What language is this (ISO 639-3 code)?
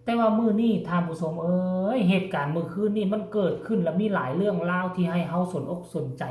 tts